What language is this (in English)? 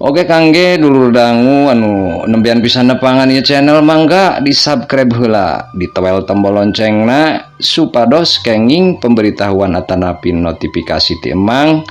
Sundanese